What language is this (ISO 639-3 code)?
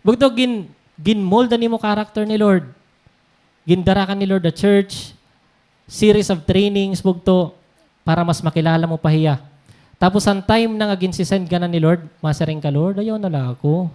war